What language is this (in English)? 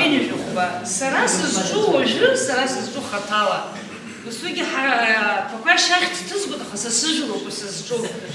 Abkhazian